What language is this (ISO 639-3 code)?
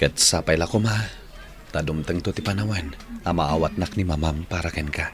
ilo